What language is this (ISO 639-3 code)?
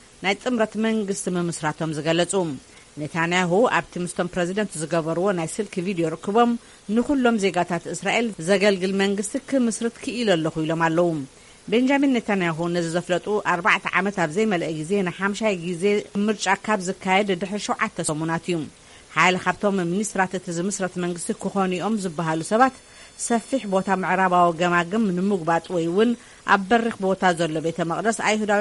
tir